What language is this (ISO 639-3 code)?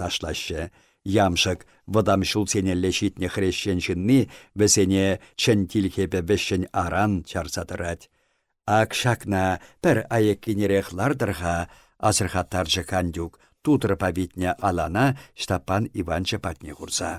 chv